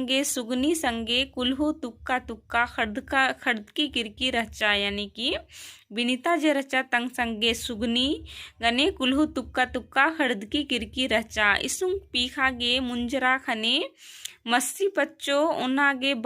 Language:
Kurukh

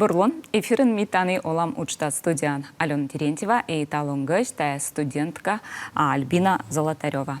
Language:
Komi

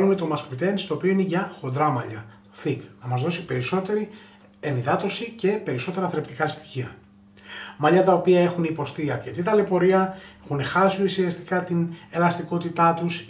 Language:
Greek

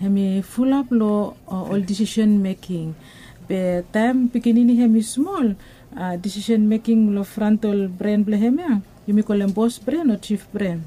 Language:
Bislama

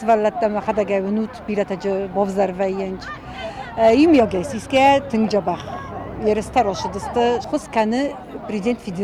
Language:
Ossetic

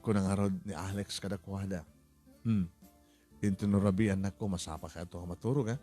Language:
Iloko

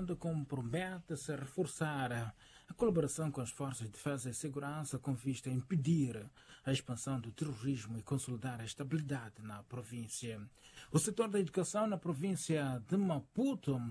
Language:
Portuguese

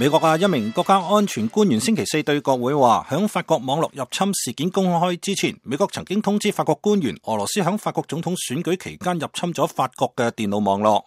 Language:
Cantonese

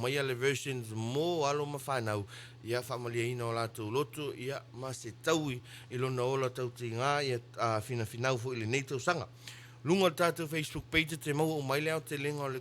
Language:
Samoan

